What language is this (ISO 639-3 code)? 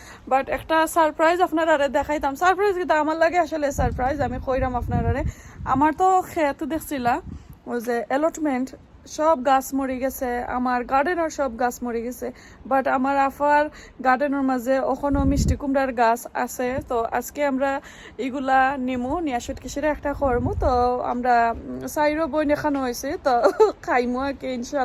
syl